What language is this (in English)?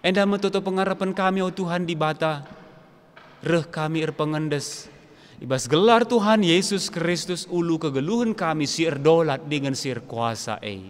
Batak Karo